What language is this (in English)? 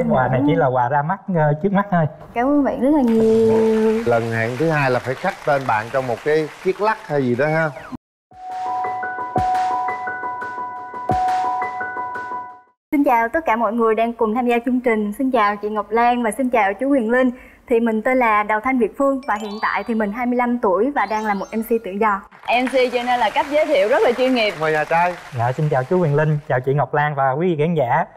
Vietnamese